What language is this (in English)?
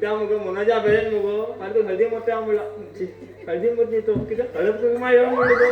Konkani